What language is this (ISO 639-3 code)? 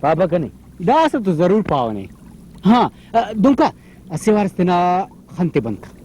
brh